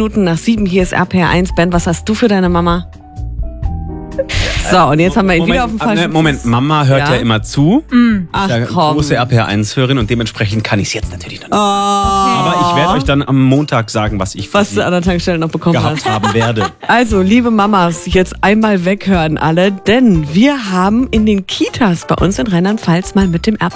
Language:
German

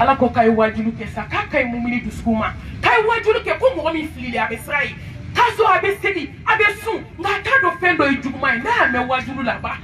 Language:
Bambara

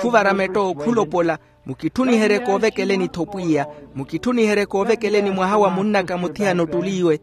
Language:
Makhuwa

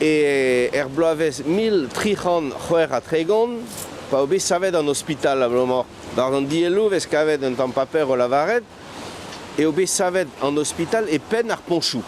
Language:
Breton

